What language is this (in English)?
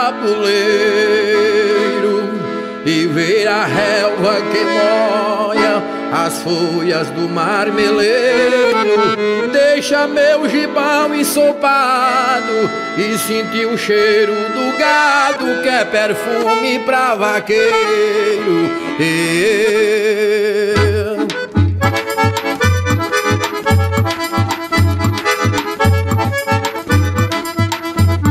Portuguese